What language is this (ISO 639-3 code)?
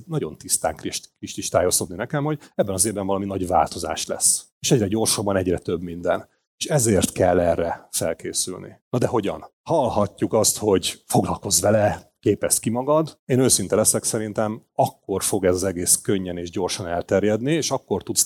hun